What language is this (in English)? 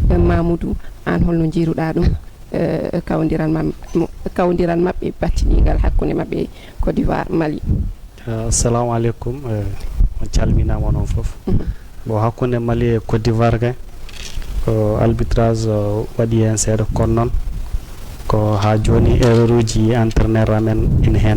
Fula